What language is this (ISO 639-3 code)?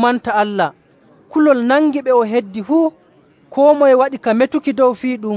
fuv